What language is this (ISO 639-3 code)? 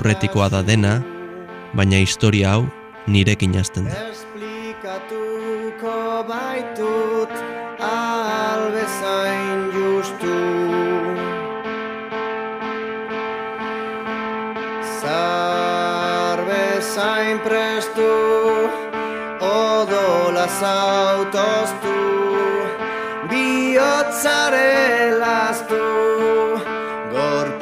eus